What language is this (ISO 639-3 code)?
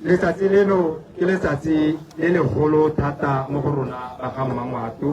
tsn